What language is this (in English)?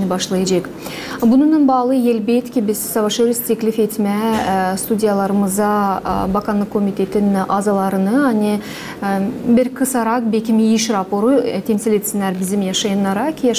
Gagauz